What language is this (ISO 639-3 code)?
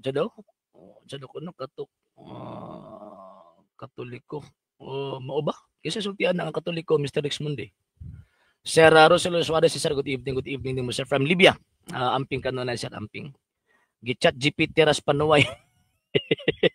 ceb